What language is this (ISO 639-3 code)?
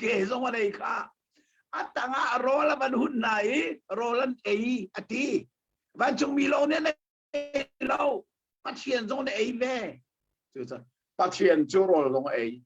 cnh